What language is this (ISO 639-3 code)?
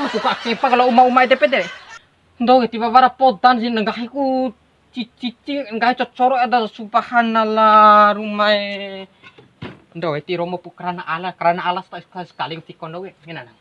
bhp